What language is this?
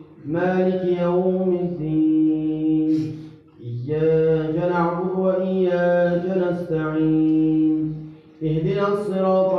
Arabic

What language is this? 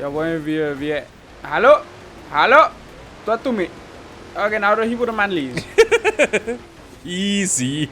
Bavarian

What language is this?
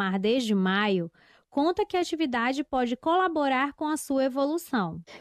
Portuguese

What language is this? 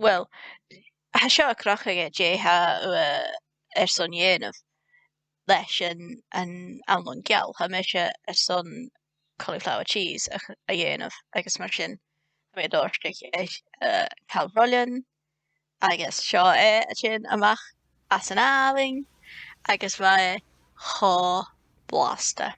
Scottish Gaelic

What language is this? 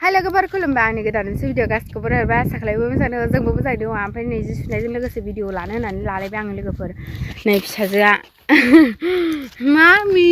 Bodo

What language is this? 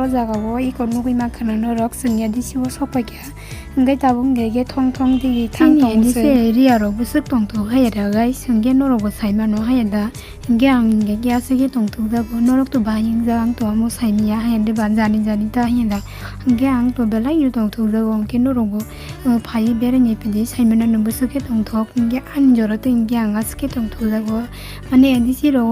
Kok Borok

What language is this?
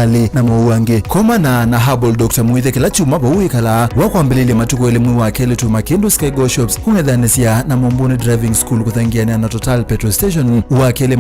Kamba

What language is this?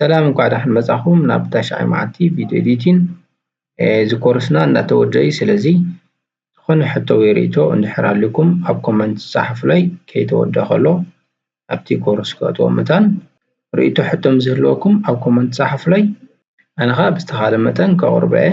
Tigrinya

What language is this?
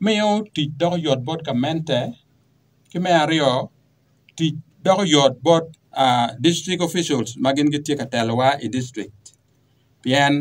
Acoli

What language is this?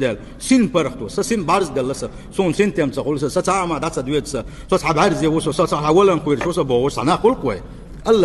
Chechen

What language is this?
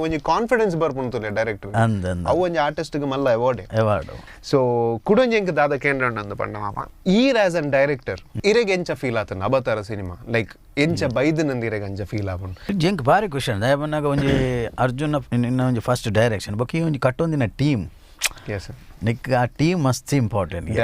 Tulu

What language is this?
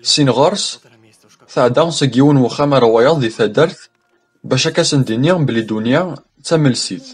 Kabyle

